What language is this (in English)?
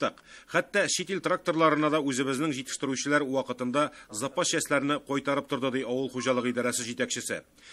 Tatar